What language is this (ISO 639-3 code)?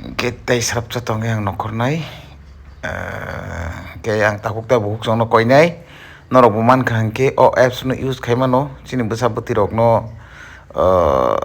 trp